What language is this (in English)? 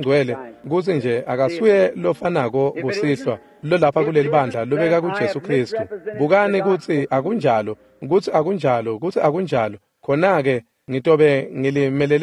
Swati